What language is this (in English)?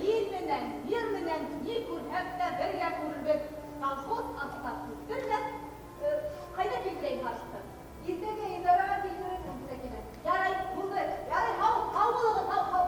Bashkir